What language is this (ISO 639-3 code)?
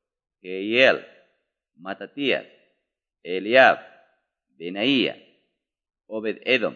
quy